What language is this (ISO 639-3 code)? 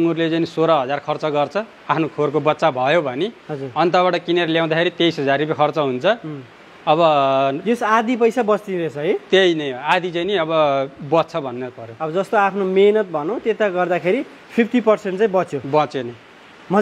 nep